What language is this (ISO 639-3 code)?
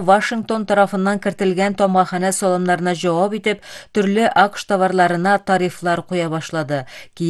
kir